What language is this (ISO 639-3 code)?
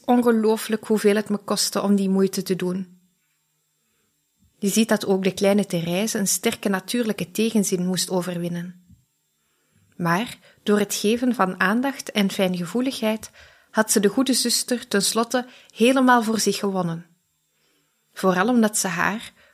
nld